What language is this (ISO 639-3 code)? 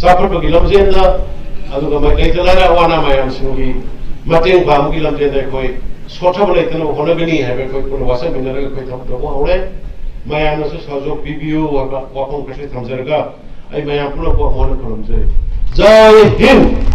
mni